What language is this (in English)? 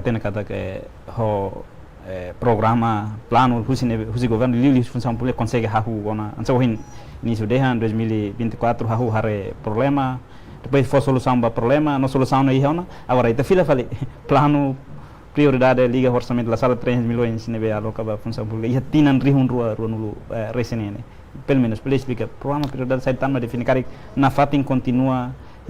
Tetum